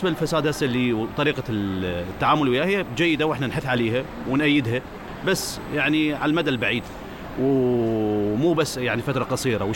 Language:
Mesopotamian Arabic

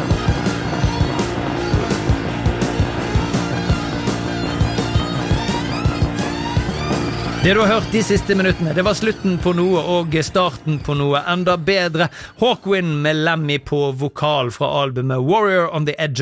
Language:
Norwegian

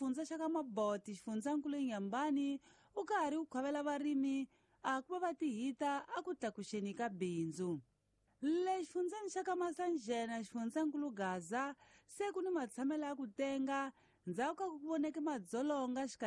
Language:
Tsonga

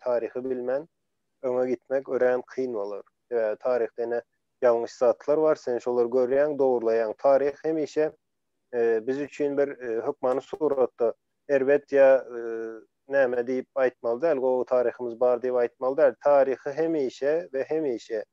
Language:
Turkmen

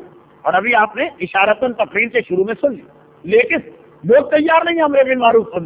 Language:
Urdu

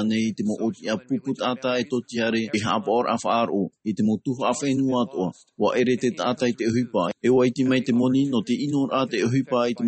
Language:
Tahitian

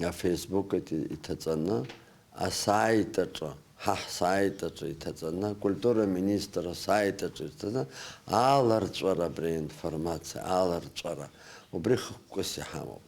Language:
Abkhazian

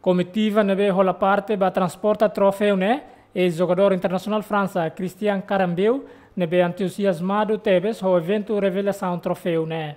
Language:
Tetum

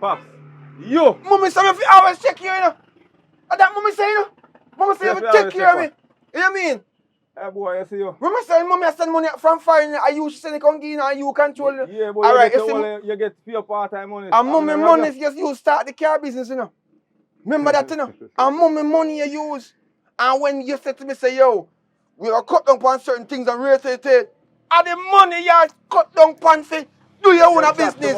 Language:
Jamaican Creole English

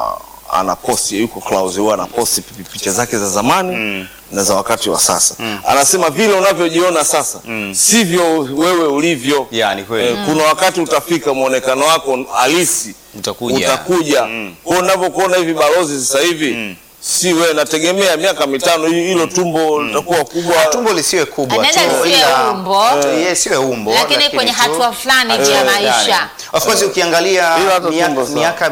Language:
Swahili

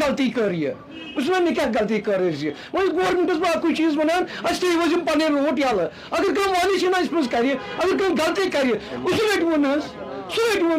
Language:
Kashmiri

